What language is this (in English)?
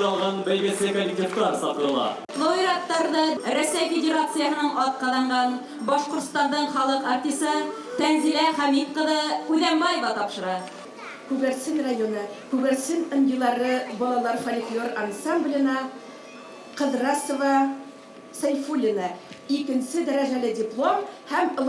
Bashkir